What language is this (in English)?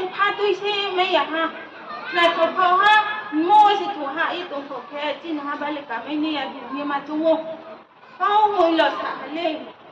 Riang (India)